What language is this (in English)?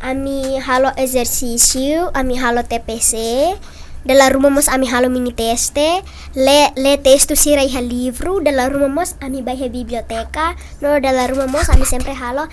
Tetum